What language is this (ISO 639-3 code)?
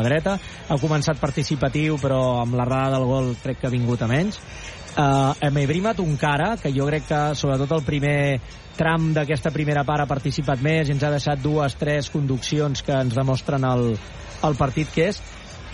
cat